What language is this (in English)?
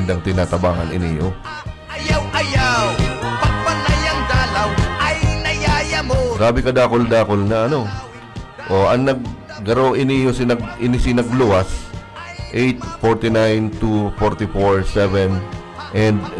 Bikol